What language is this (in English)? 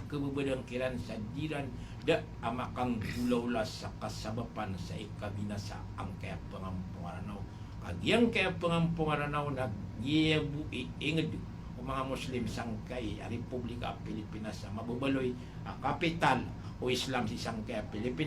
Maranao